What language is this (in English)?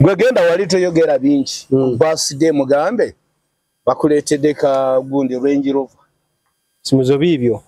Ganda